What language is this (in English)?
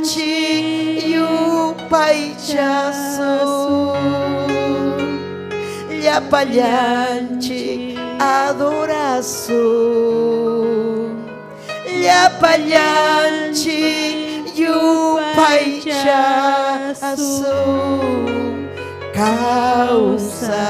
Ayacucho Quechua